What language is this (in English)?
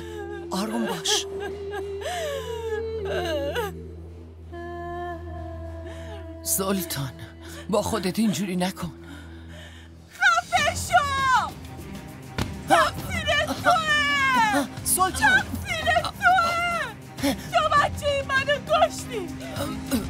Persian